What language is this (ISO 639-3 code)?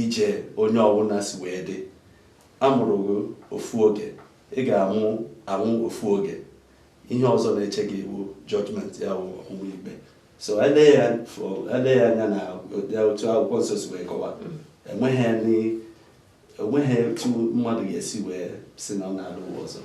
ibo